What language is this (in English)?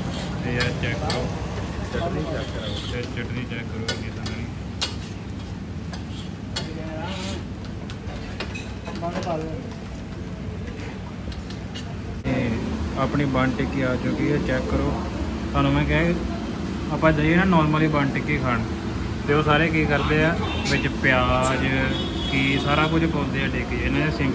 Punjabi